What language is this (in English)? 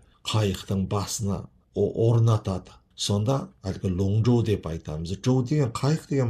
Kazakh